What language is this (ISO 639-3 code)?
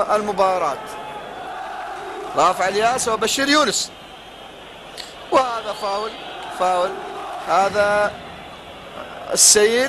ara